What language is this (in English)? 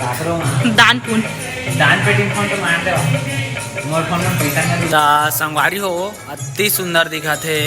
Chhattisgarhi